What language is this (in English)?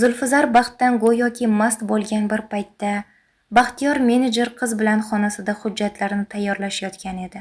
Uzbek